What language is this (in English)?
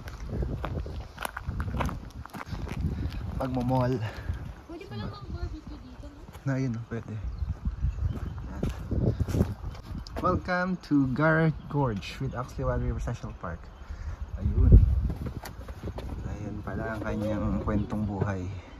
Filipino